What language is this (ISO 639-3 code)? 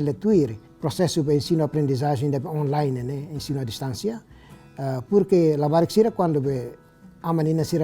tet